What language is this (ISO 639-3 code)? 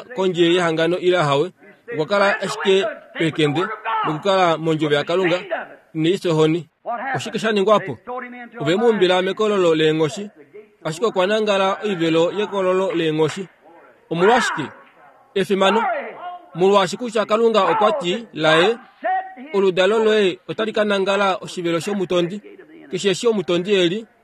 kua